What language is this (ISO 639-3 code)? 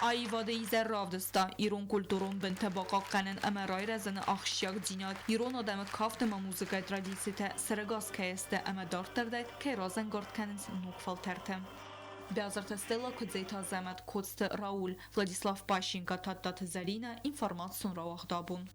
oss